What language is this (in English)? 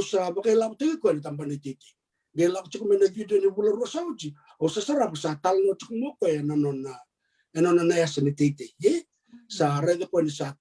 Fijian